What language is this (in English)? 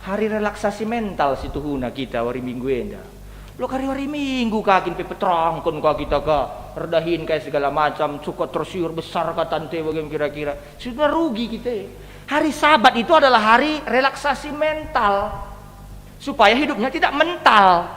Batak Karo